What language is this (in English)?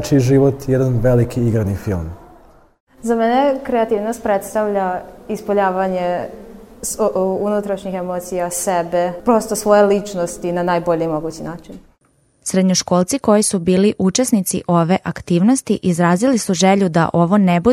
Serbian